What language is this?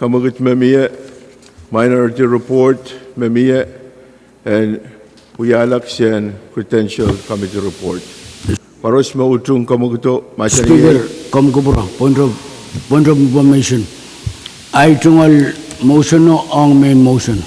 Pohnpeian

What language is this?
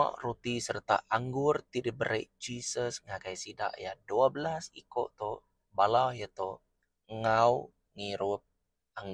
Iban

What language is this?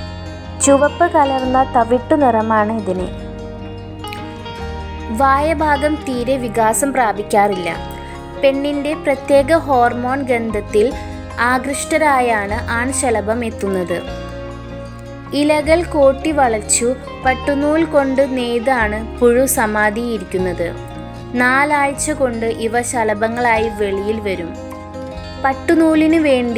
Malayalam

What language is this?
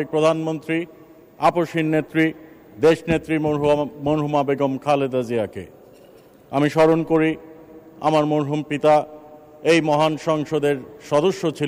Bangla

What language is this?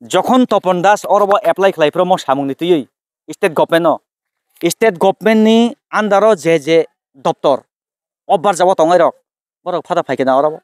Kok Borok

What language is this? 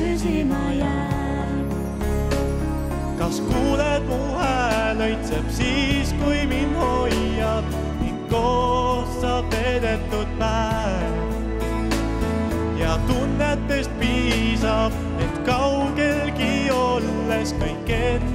Estonian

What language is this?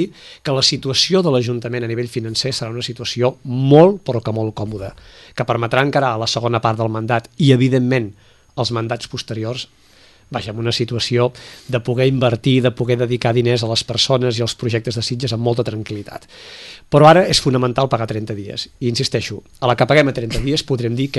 Catalan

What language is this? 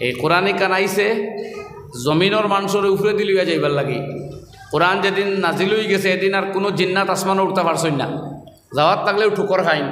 Sylheti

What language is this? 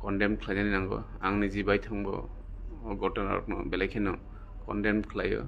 Kok Borok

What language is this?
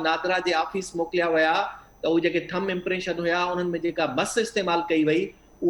Sindhi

